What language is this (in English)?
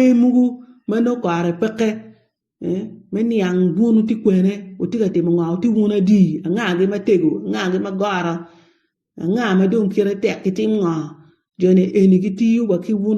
Acoli